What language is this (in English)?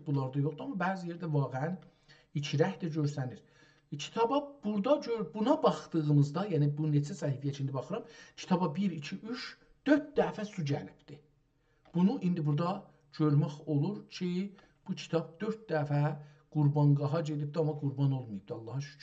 South Azerbaijani